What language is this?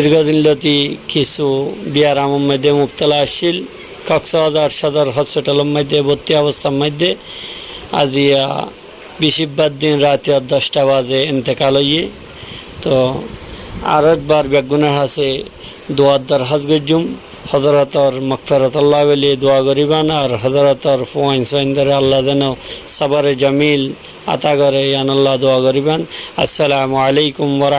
Rohingya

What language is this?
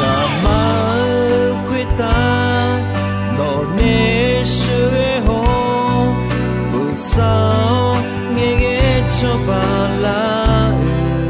Akha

